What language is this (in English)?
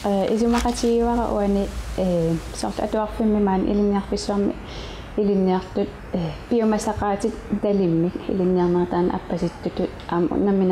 Kalaallisut